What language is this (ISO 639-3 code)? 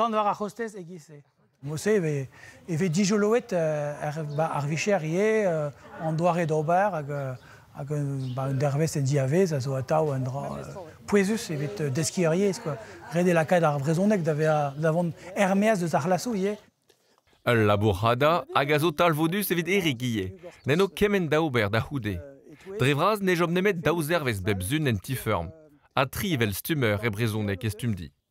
bre